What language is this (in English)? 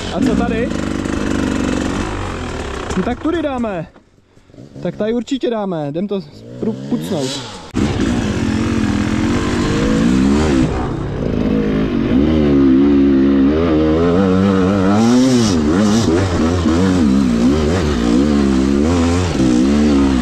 Czech